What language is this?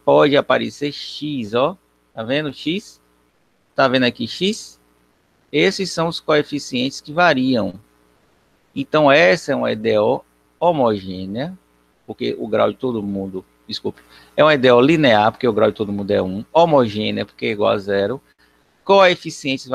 Portuguese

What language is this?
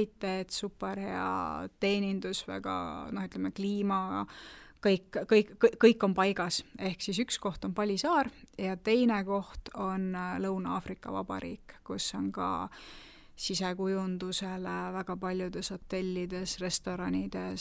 Estonian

